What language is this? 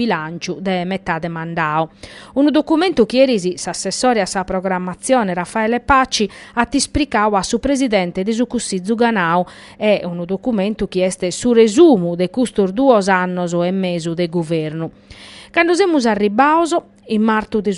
Sardinian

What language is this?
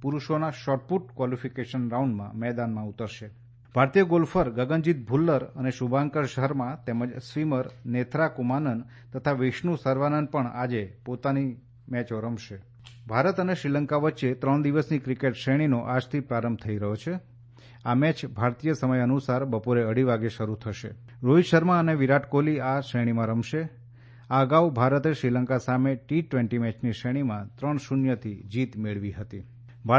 Gujarati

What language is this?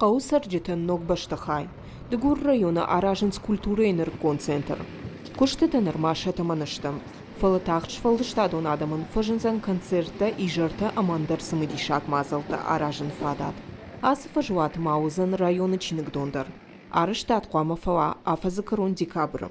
Ossetic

